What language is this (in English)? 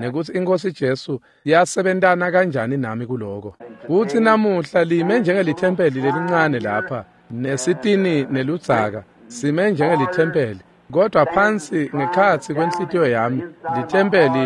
Swati